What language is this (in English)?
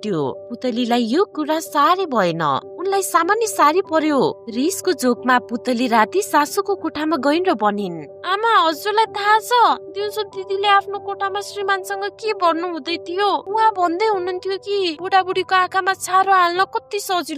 Nepali